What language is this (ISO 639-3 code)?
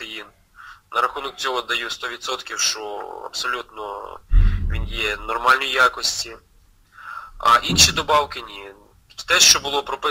ukr